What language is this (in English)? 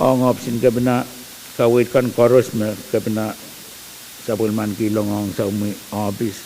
Pohnpeian